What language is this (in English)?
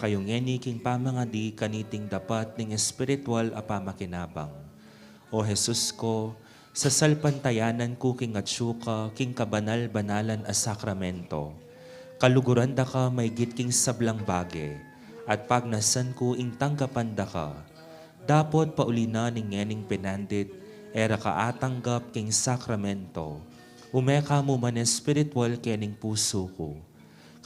Pampanga